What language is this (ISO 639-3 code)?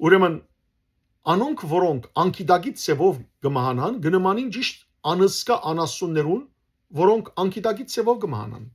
hyw